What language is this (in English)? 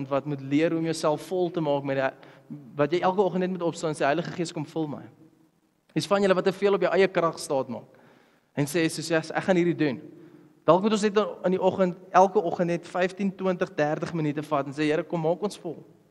Afrikaans